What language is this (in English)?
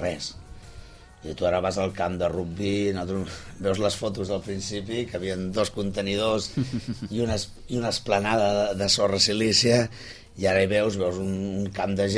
Catalan